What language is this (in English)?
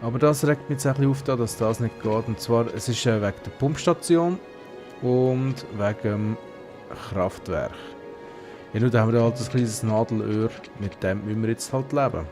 Swiss German